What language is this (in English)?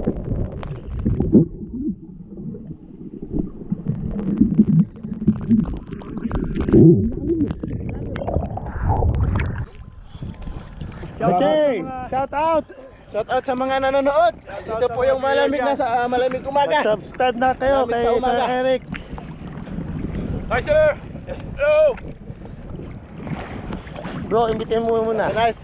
Filipino